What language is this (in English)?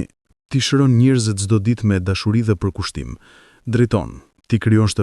Albanian